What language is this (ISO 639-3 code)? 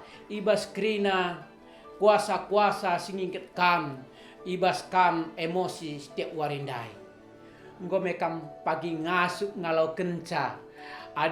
btx